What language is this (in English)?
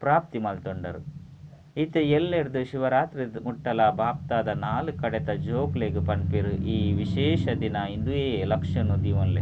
Tulu